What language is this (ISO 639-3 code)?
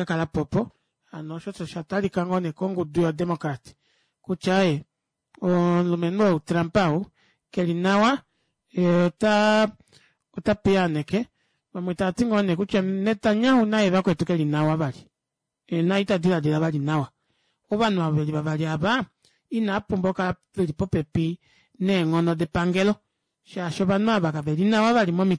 kua